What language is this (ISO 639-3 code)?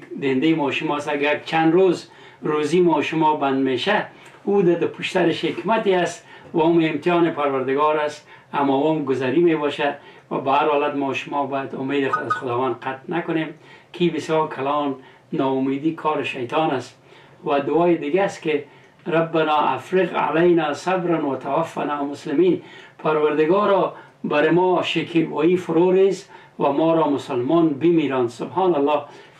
fas